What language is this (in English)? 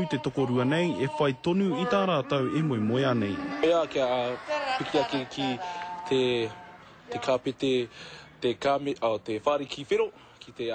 Māori